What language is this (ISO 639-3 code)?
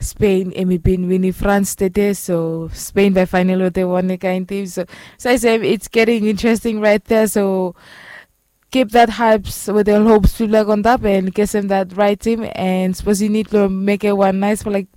bis